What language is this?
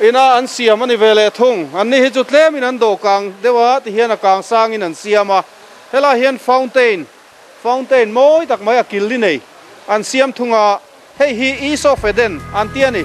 Mizo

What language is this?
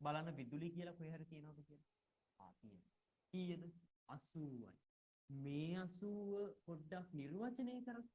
Sinhala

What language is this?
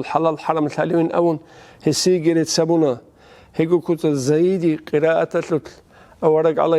Avaric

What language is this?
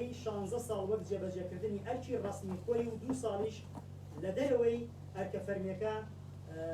Central Kurdish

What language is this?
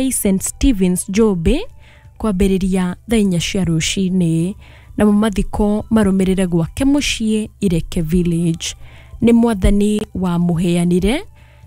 Kikuyu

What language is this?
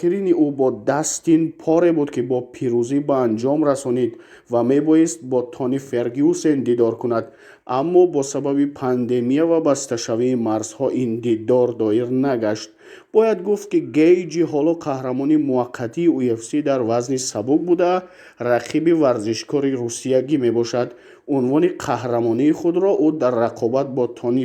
Tajik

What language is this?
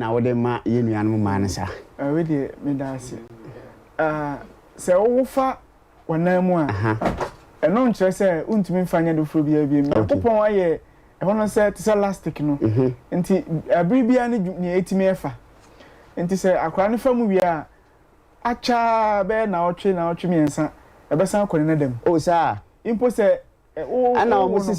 Akan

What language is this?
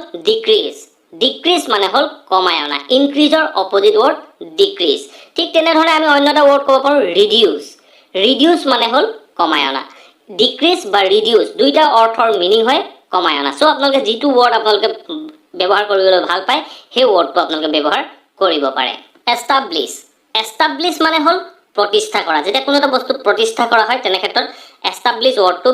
Assamese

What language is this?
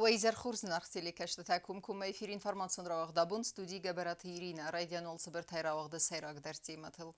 Ossetic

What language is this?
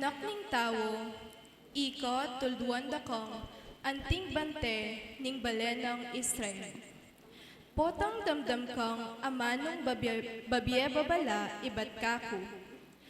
Pampanga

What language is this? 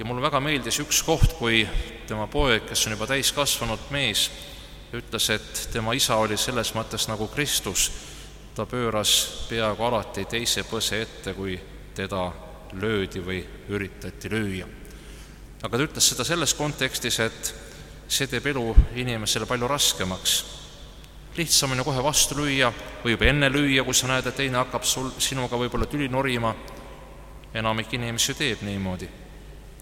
Estonian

